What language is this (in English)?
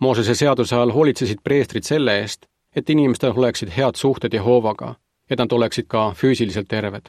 Estonian